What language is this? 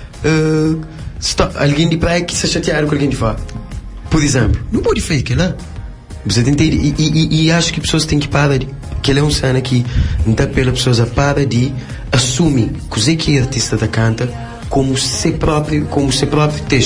Kabuverdianu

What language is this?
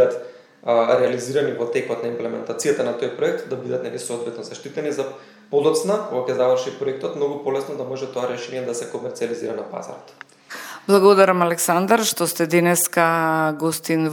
Macedonian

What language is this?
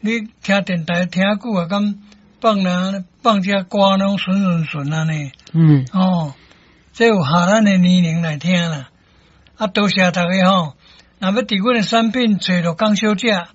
Min Nan Chinese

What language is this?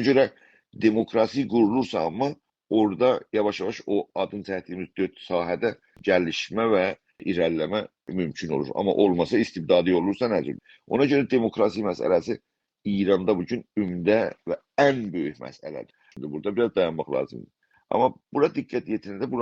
South Azerbaijani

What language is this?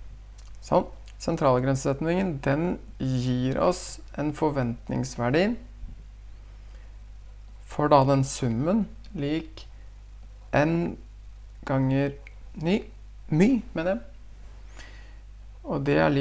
Norwegian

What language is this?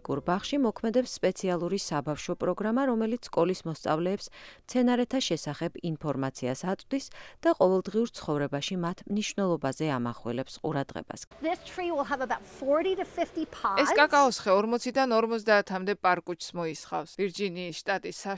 Georgian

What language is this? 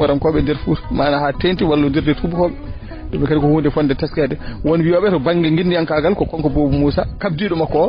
Fula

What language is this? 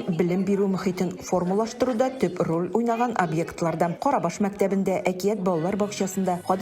Tatar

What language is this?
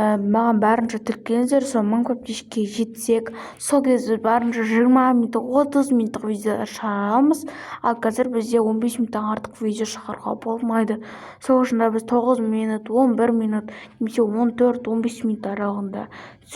Kazakh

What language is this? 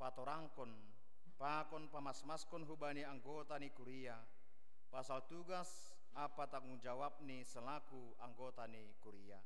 Batak Simalungun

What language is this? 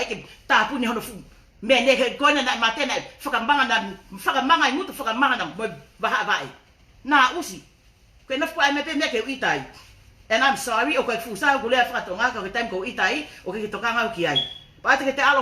Tongan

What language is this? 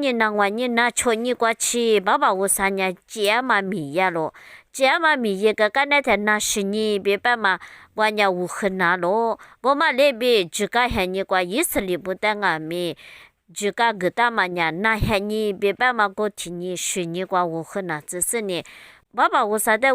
Lisu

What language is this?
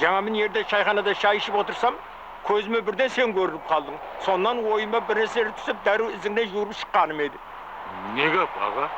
Kara-Kalpak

